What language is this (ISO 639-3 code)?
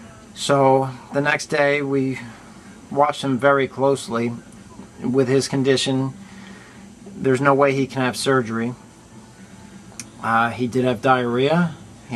eng